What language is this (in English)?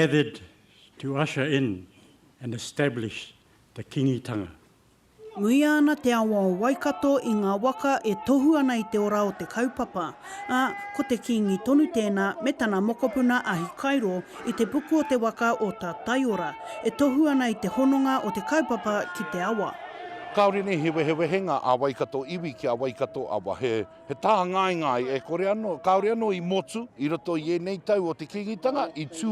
Māori